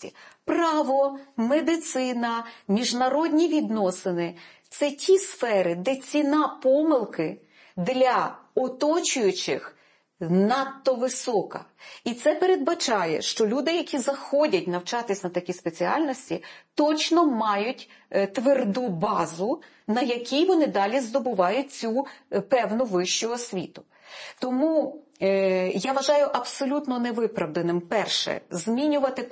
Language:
Ukrainian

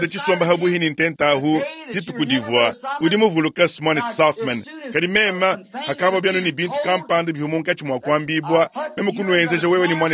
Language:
Luba-Lulua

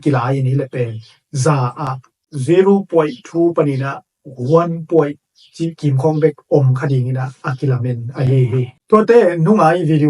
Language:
Tedim Chin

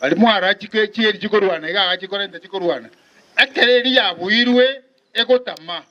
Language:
Gusii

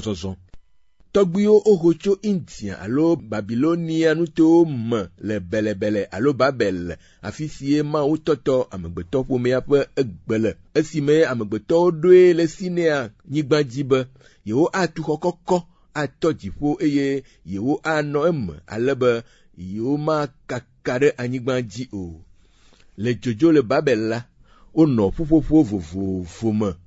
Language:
Ewe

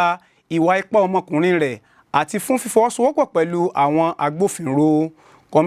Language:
Yoruba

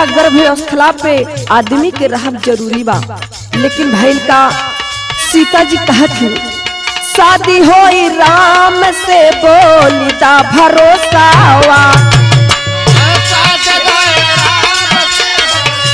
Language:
Bhojpuri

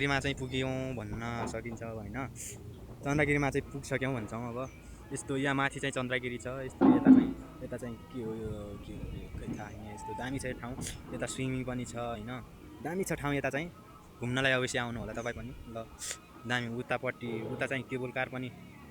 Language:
Nepali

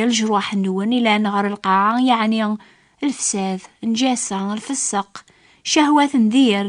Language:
Kabyle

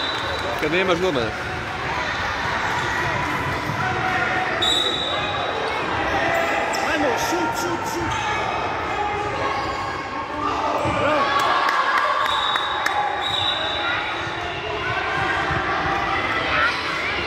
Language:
Croatian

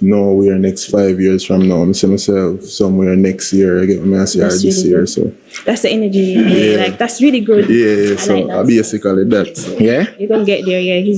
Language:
Jamaican Creole English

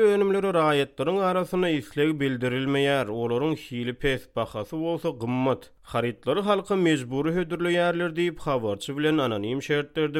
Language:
Turkmen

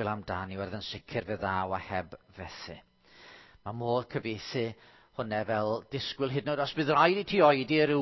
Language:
Welsh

